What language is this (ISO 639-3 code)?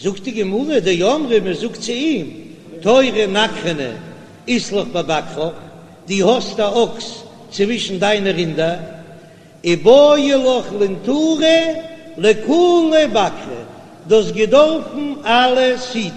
yid